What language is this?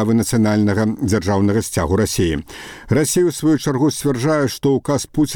Belarusian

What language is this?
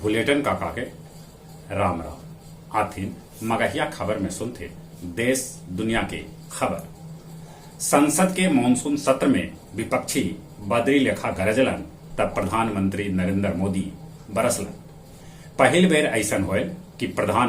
Magahi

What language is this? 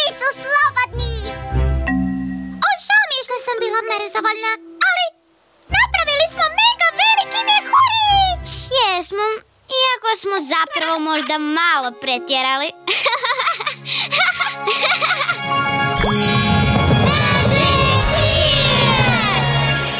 Croatian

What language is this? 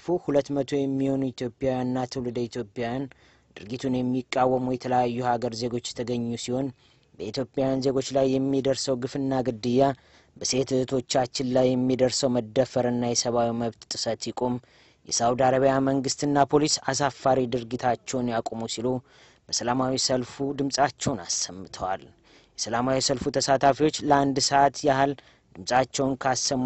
Amharic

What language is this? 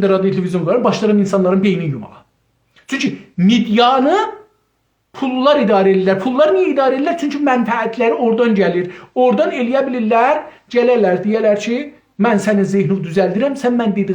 South Azerbaijani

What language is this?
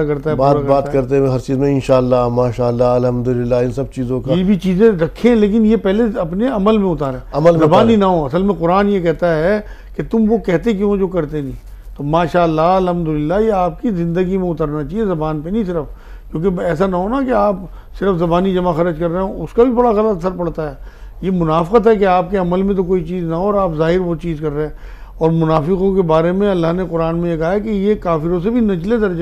Urdu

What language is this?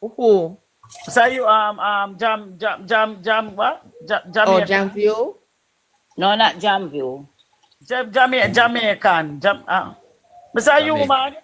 Jamaican Creole English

